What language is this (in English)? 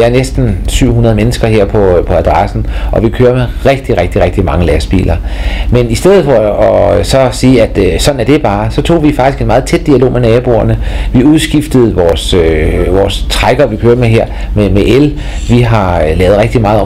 Danish